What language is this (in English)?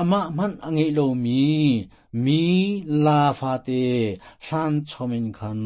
Hakha Chin